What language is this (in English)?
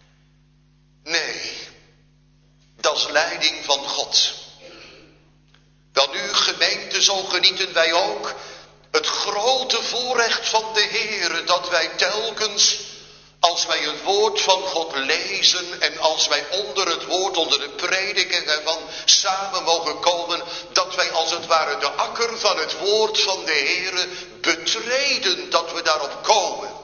Dutch